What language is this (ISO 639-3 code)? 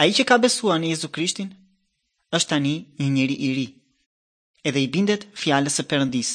sqi